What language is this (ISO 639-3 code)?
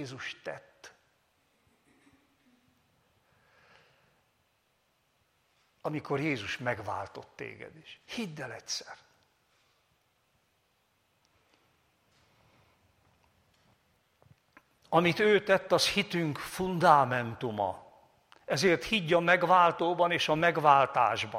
hun